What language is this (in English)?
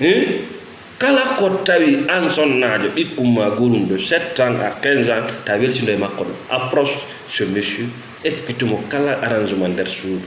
Fula